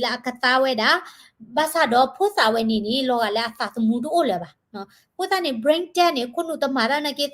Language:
S'gaw Karen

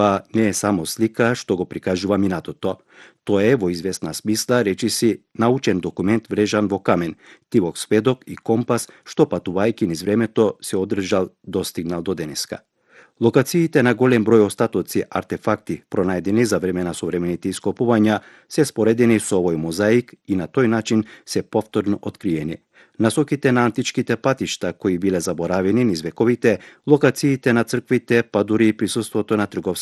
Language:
Macedonian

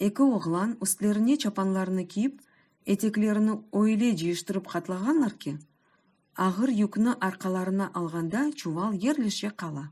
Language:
Crimean Tatar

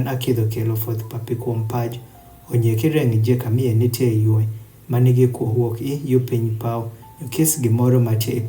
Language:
Adhola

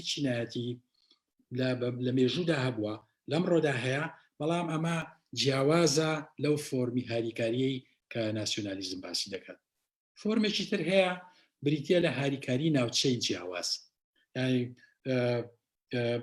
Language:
Central Kurdish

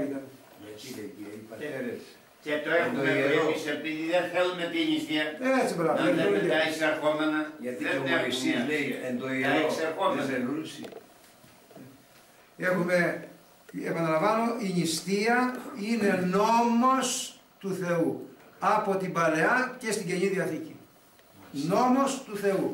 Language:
Greek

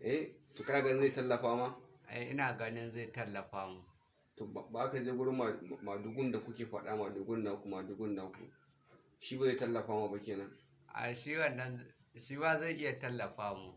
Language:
Hausa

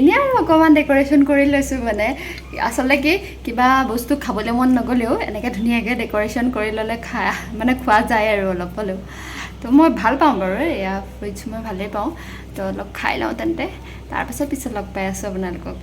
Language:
Assamese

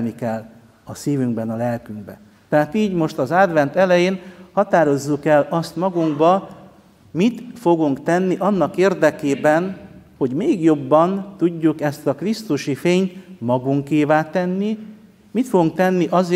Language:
Hungarian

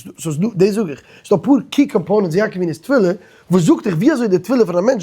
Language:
Yiddish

